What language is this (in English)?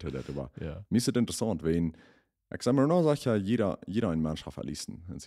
Plautdietsch